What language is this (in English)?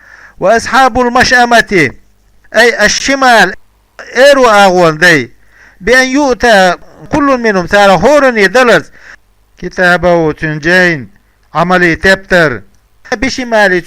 Chechen